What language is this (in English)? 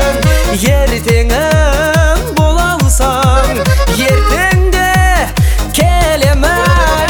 Kazakh